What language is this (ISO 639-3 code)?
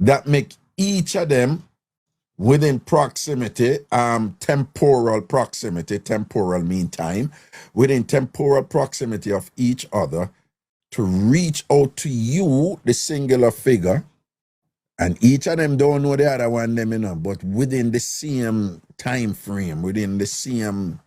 jam